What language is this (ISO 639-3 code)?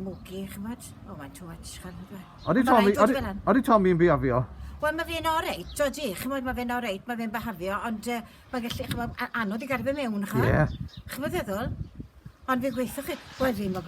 cym